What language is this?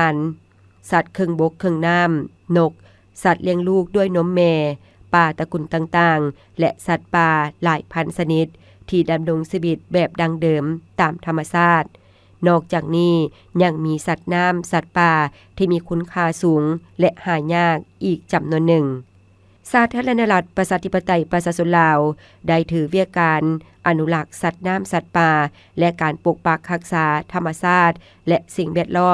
Lao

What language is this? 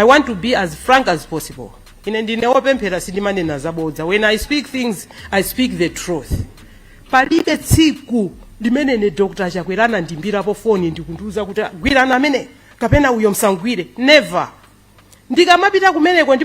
Nyanja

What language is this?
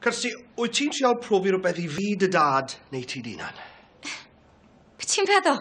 Welsh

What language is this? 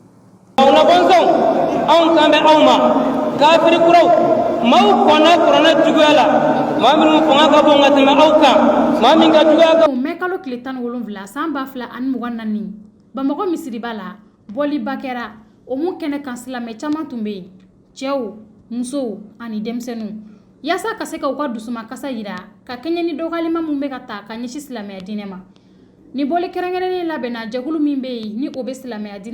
Bambara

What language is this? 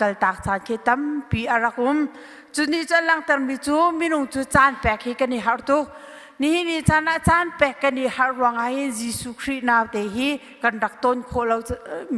Hakha Chin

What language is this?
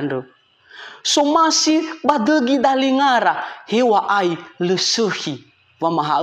Nias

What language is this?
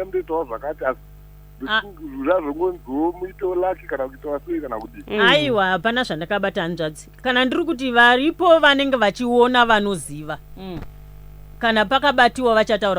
Shona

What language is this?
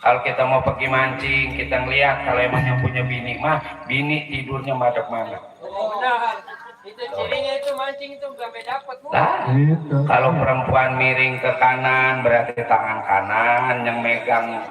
Betawi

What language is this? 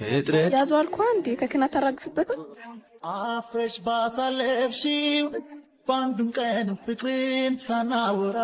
Amharic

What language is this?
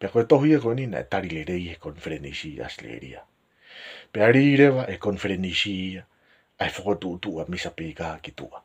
Tongan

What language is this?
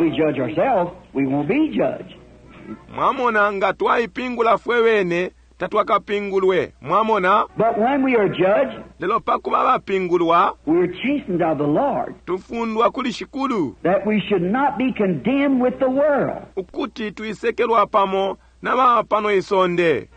Bemba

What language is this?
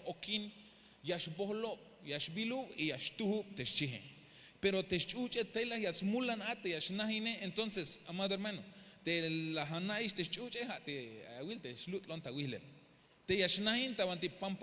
Tzeltal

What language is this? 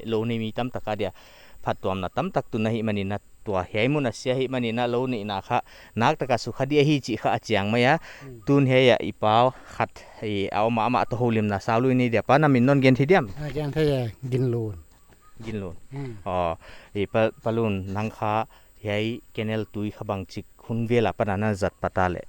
Paite Chin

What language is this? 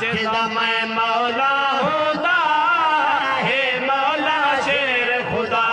Saraiki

